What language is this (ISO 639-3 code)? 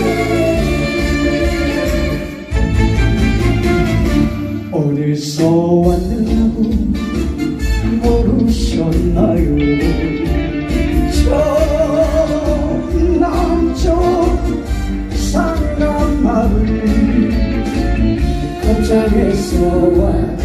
kor